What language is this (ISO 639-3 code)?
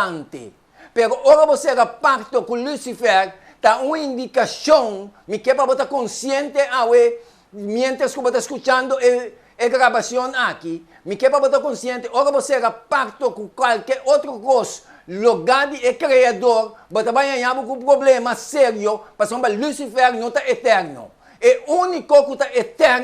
pap